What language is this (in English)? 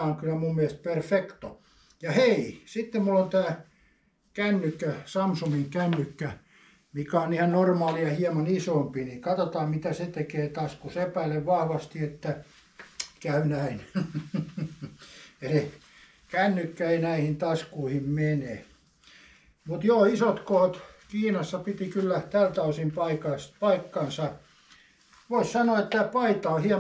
Finnish